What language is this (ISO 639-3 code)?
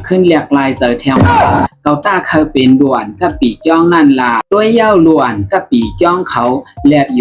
shn